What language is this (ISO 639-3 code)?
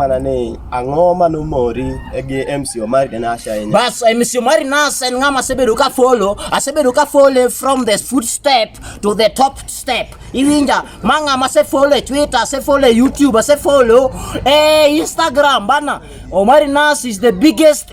luo